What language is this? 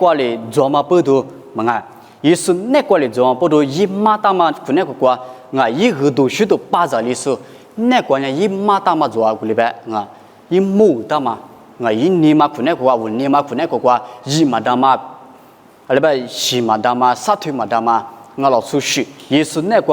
Lisu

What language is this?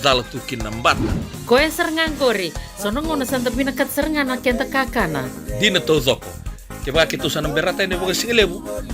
Fijian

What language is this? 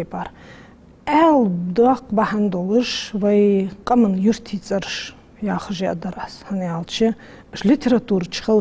Ingush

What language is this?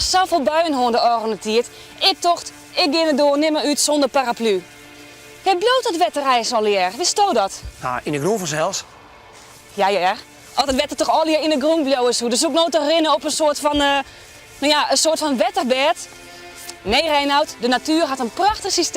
Western Frisian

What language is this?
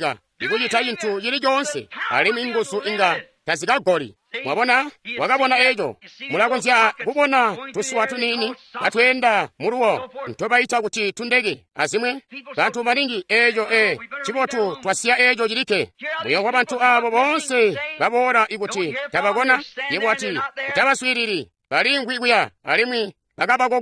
Tonga (Zambia)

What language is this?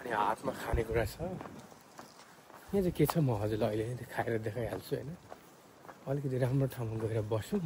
Nepali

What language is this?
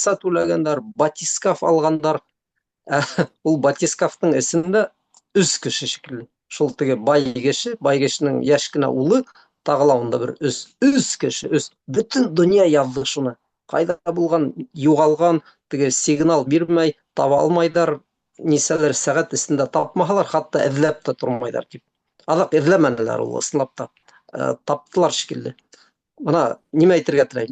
Bashkir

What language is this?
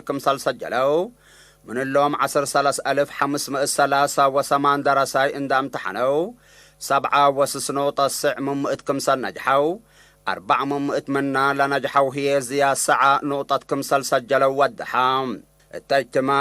Tigre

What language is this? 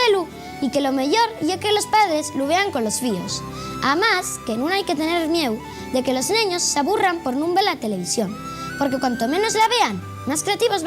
Asturian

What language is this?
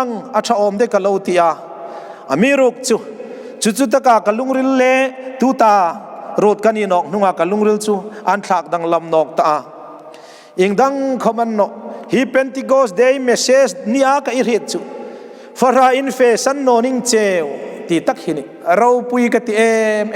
Hmar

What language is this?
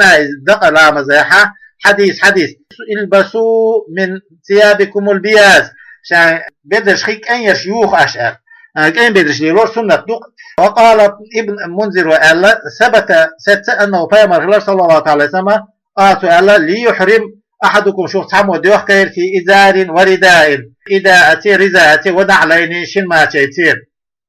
Chechen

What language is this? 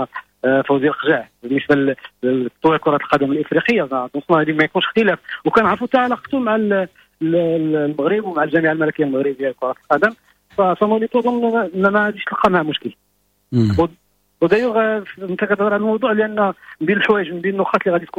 Moroccan Arabic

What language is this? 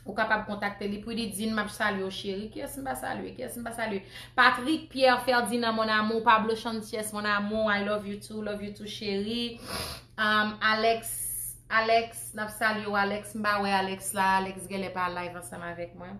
Haitian Creole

